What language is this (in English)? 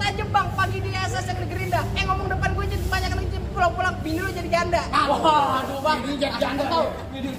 Betawi